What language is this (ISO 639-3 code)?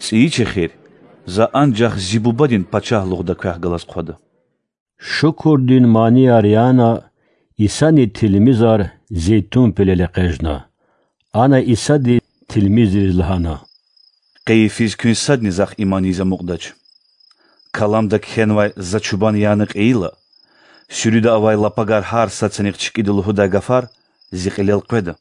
lez